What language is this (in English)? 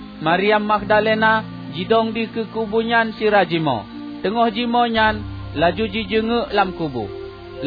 Achinese